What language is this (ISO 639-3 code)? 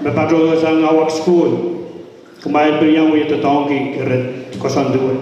pon